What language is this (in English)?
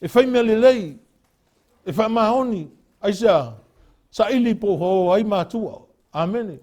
Samoan